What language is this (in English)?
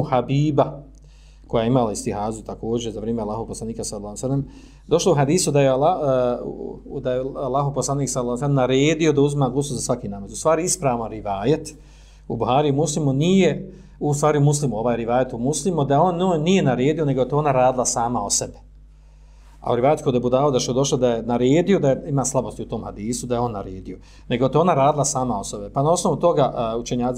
Bosnian